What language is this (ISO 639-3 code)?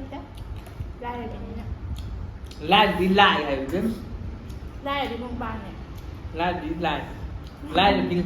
mni